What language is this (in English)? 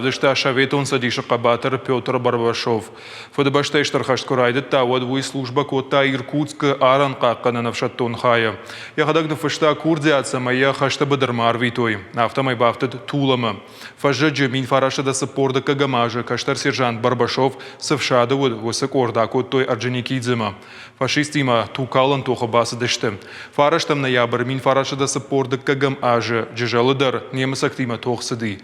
Ossetic